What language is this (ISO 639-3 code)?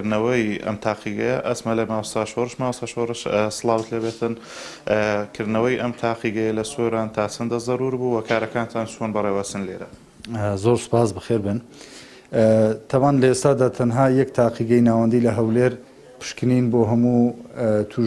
ckb